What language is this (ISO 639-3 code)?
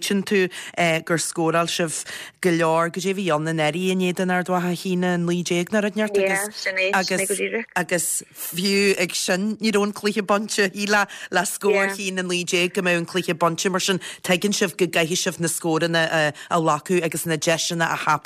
gle